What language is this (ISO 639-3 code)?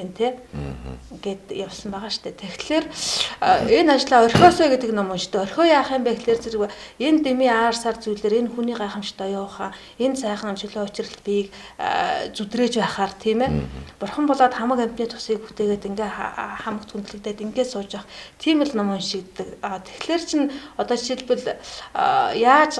mon